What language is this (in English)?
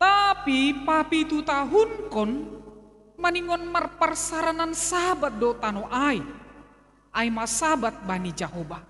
Batak Simalungun